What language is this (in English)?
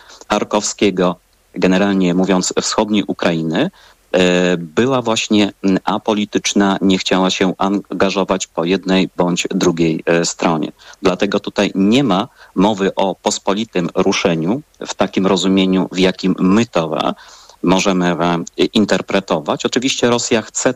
Polish